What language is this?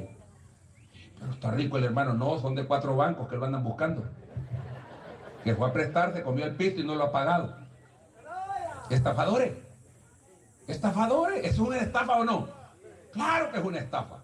Spanish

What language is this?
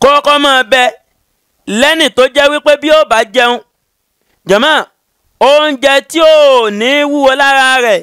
Yoruba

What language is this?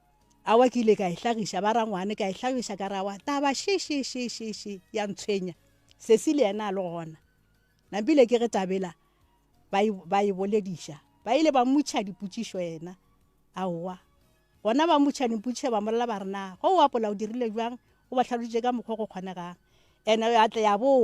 Northern Sotho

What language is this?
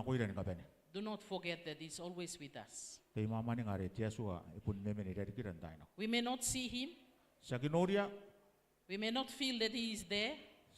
Gilbertese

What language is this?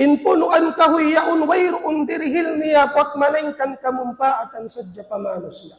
Tausug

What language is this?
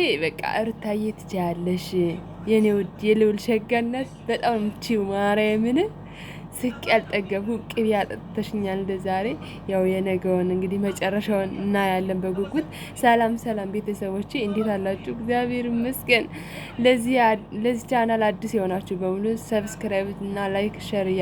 Amharic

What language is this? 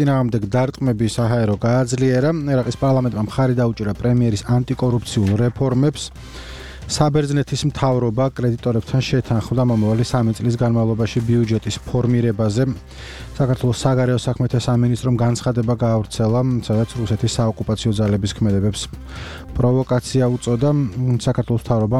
Georgian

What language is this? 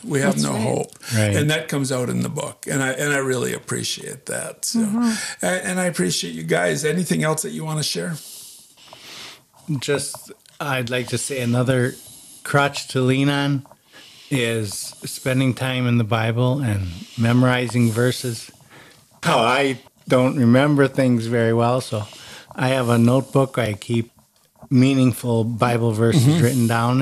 English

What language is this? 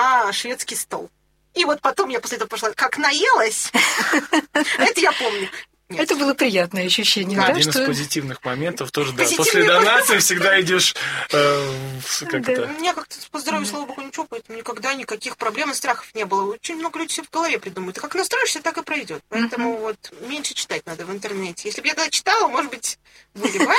Russian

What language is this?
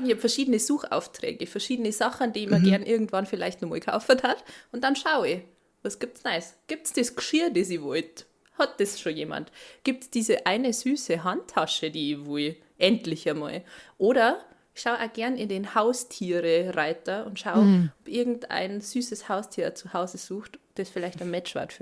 Bavarian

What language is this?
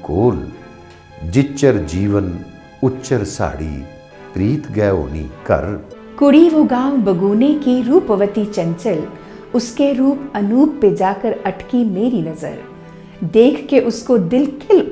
Dogri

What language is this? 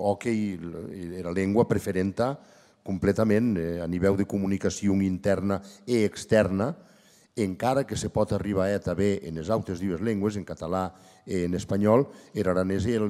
Occitan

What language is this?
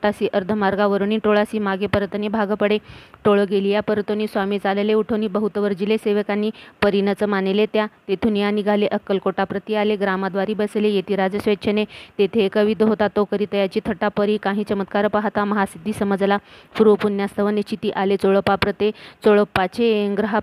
Marathi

